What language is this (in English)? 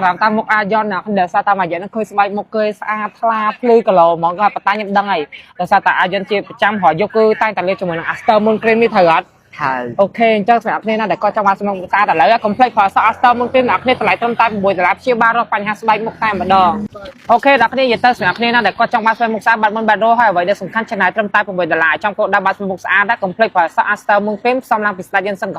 Khmer